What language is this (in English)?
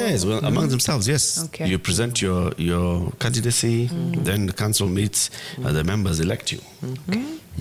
Swahili